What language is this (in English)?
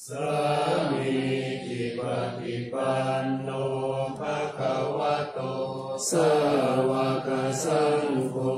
Pali